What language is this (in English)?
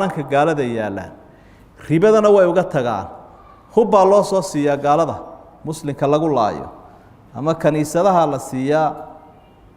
Somali